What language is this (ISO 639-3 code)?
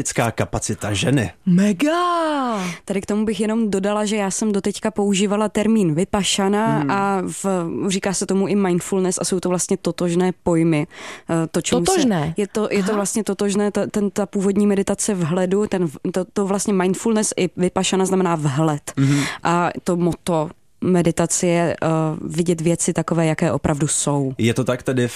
ces